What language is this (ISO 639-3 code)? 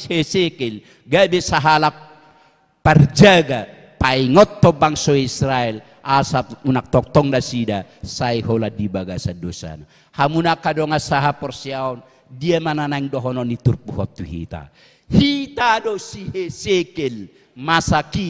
bbc